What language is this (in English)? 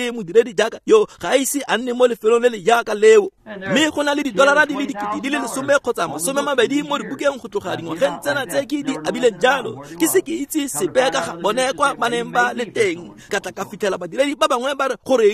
Tswana